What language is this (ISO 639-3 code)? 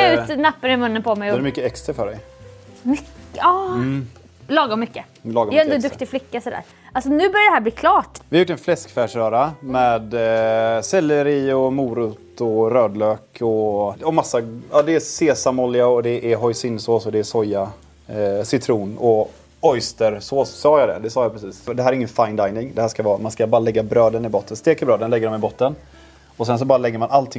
swe